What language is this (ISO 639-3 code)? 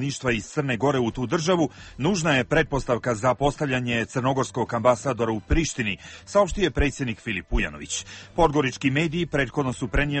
srp